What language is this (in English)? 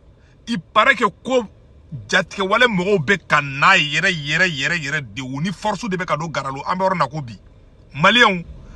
Bambara